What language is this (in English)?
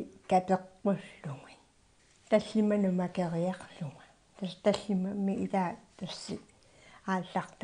Kalaallisut